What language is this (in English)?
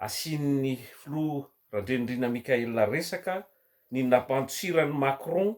Malagasy